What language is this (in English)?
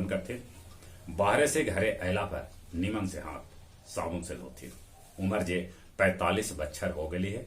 Magahi